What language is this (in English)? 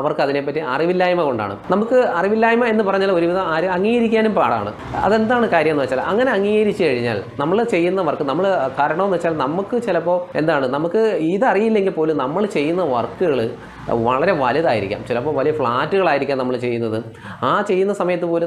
Malayalam